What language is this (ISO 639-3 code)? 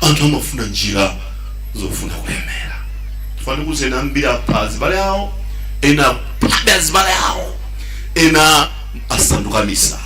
nya